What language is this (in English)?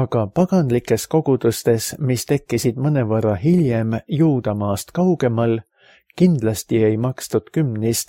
Estonian